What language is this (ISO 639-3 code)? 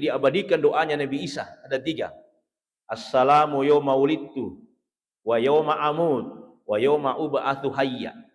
bug